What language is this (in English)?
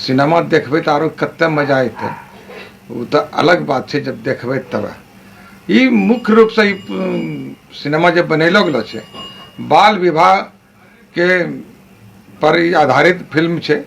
Angika